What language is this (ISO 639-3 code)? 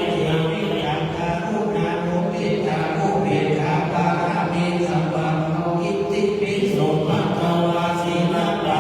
pli